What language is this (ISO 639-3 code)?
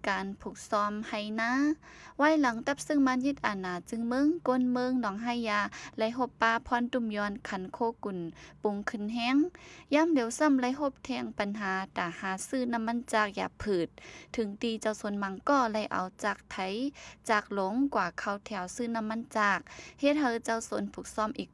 shn